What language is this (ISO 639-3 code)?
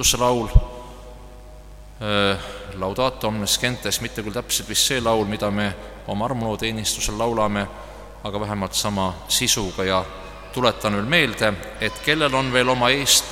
est